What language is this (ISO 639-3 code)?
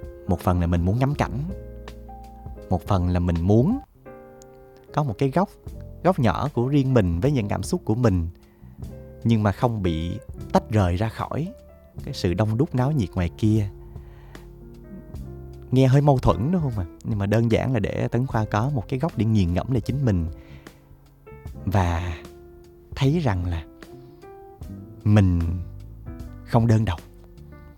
vie